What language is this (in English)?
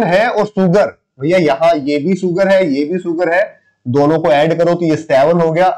Hindi